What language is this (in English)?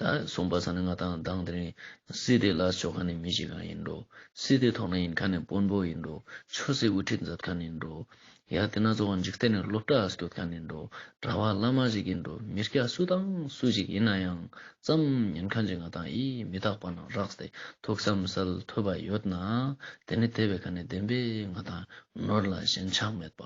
Ladakhi